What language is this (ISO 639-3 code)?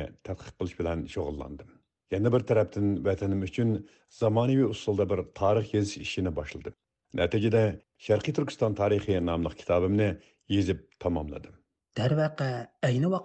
uig